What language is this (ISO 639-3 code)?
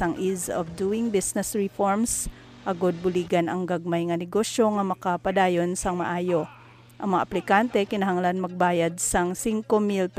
hil